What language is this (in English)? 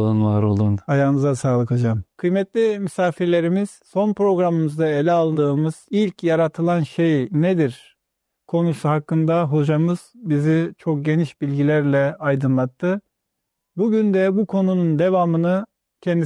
Turkish